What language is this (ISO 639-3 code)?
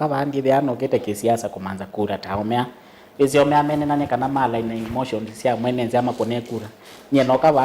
kam